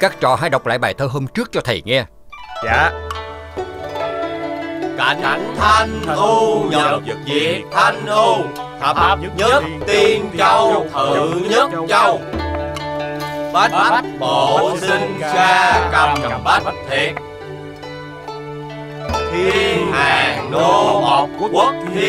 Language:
Vietnamese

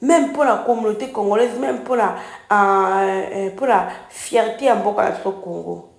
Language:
Lingala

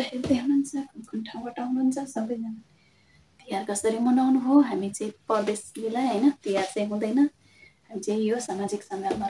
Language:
Nepali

